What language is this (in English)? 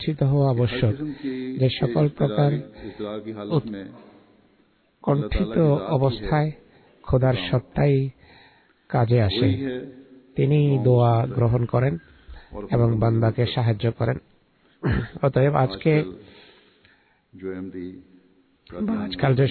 Bangla